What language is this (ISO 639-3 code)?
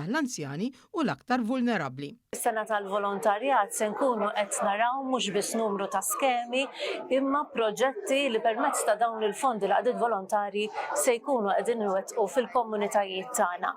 mlt